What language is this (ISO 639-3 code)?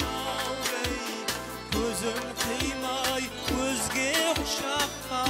kaa